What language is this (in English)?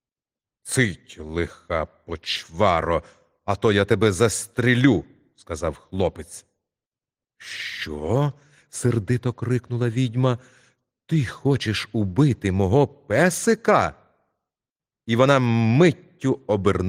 Ukrainian